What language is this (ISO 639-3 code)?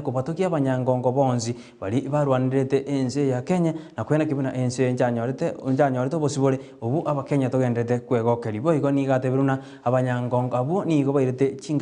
guz